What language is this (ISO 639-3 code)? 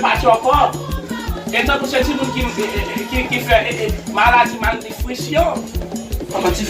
hat